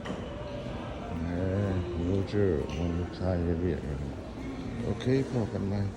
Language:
Lao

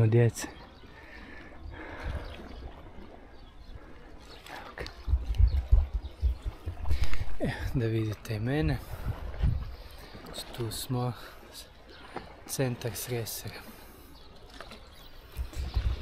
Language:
Croatian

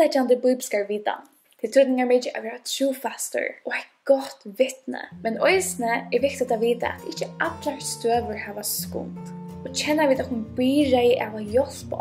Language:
Faroese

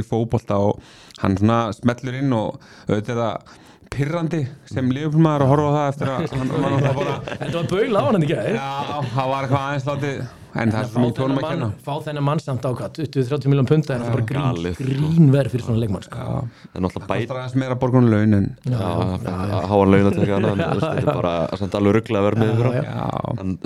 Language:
Icelandic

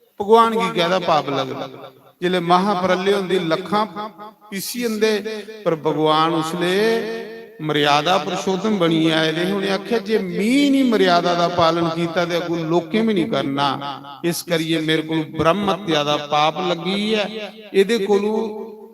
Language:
Dogri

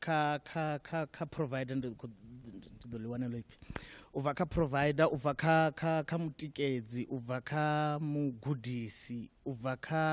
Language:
Venda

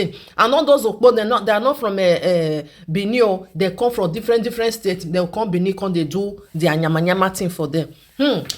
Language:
Nigerian Pidgin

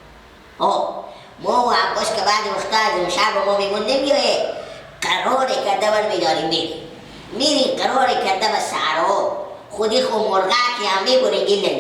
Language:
Persian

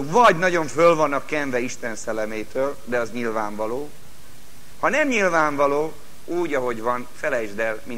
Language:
Hungarian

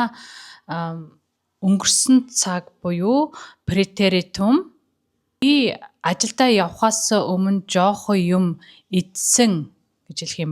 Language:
Mongolian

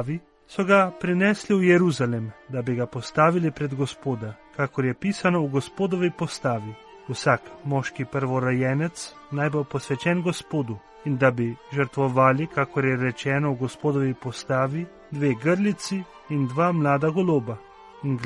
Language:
Slovenian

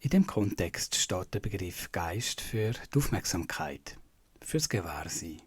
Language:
Swiss German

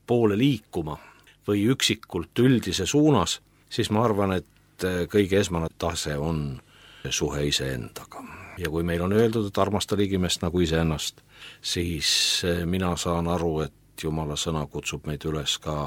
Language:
Estonian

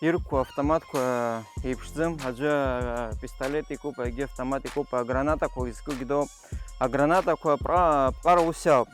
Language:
Abkhazian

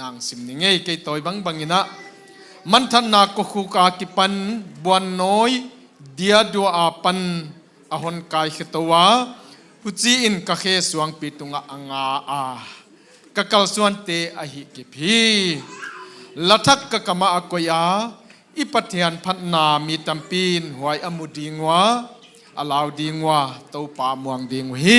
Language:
Tedim Chin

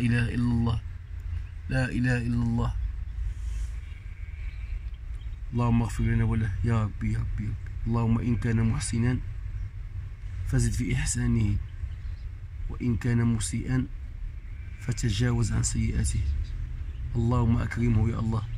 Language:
Moroccan Arabic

